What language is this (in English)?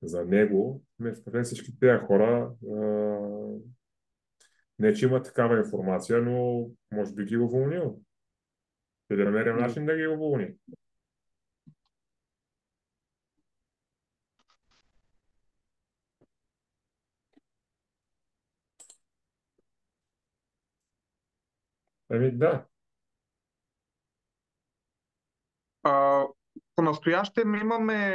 Bulgarian